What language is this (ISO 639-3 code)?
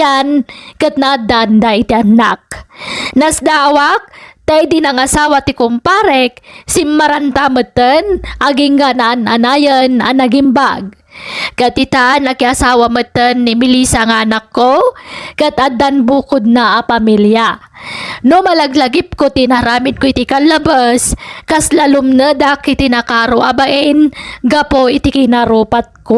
ilo